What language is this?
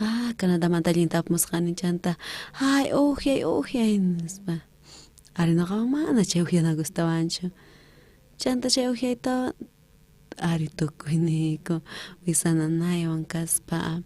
South Bolivian Quechua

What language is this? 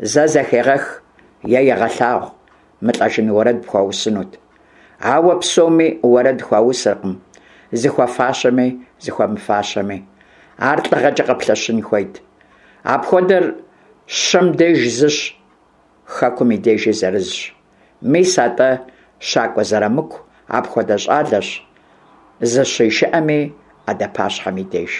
Kabardian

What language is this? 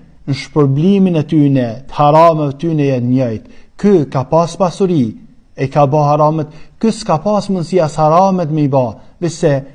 Albanian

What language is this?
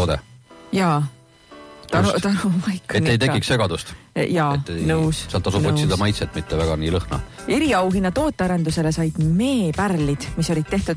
Estonian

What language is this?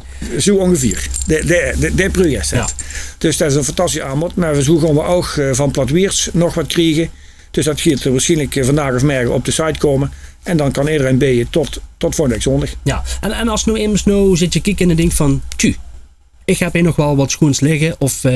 Limburgish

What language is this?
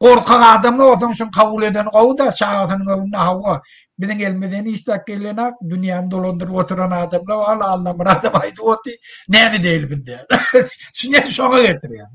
Turkmen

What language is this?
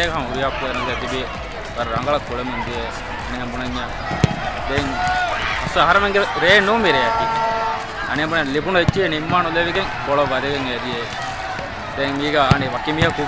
Divehi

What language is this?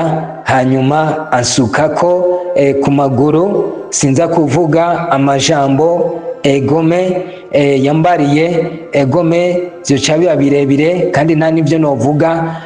Rundi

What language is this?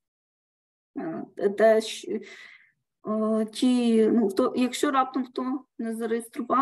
Ukrainian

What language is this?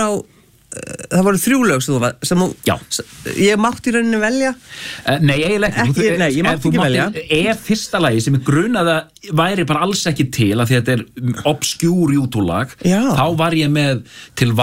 Icelandic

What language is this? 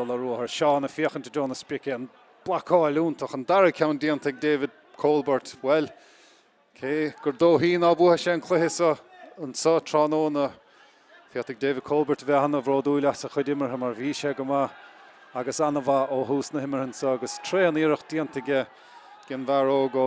Irish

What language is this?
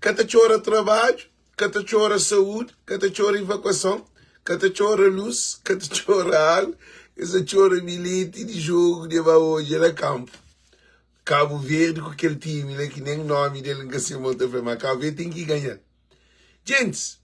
Kabuverdianu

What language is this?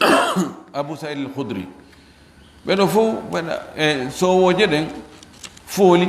Fula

